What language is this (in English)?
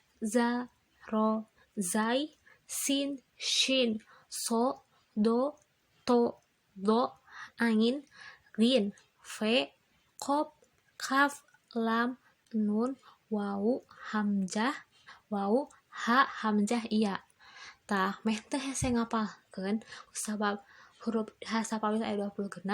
Sundanese